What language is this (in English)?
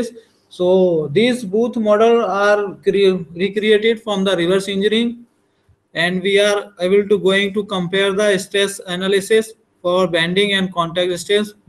English